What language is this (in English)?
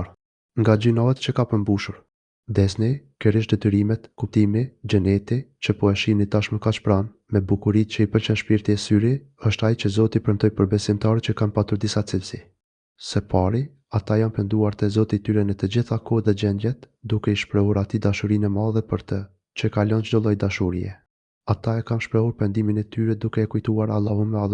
Albanian